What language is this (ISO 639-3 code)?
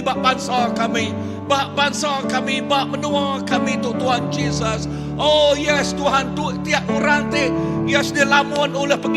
iba